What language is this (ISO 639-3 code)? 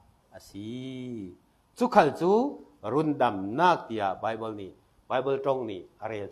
cfm